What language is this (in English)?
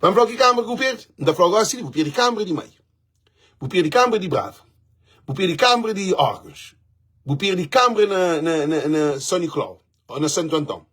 Kabuverdianu